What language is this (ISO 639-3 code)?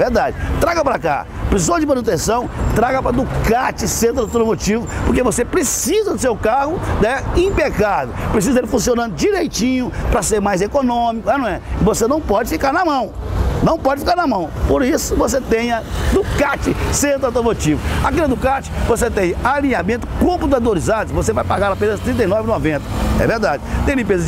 por